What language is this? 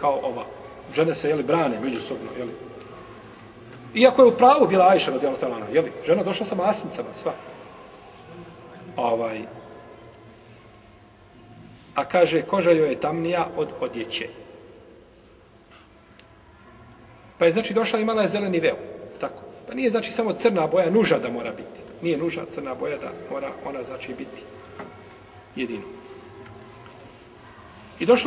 Bosnian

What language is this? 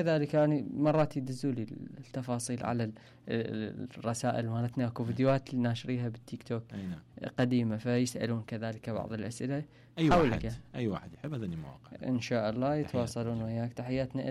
Mesopotamian Arabic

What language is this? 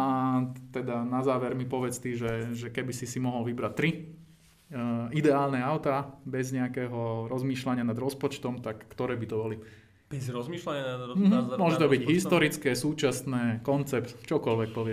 Slovak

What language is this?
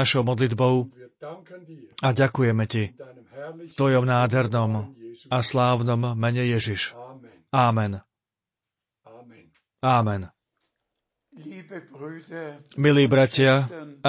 Slovak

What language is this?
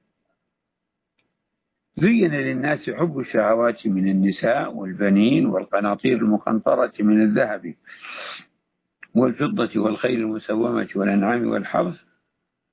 Arabic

